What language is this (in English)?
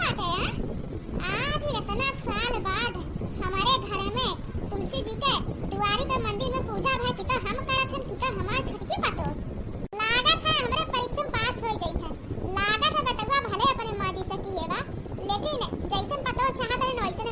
Awadhi